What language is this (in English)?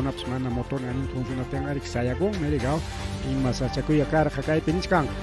Ayacucho Quechua